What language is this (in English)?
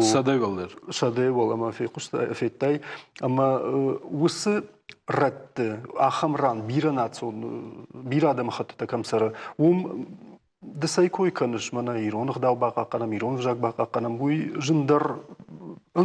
Ossetic